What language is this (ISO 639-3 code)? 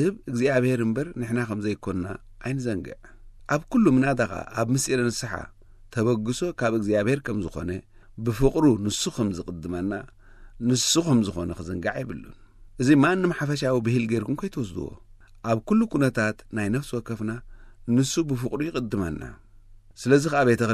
tir